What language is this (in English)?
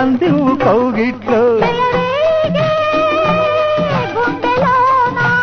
Telugu